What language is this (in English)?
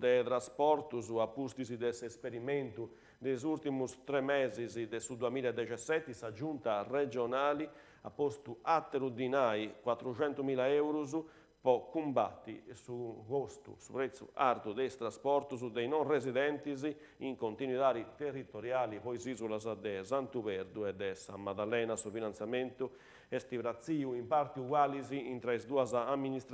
Sardinian